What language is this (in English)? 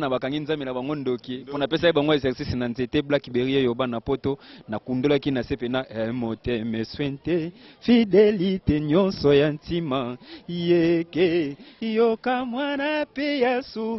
Lingala